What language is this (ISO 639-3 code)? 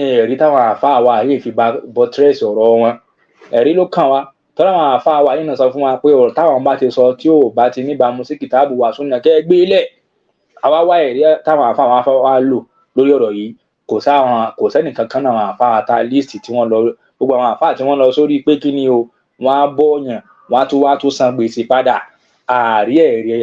yor